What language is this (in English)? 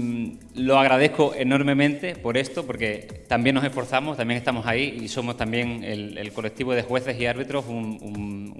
Spanish